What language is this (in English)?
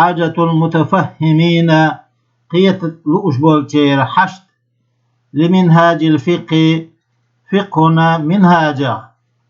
Chechen